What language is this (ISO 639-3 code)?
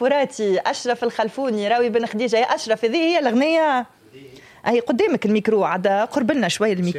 aeb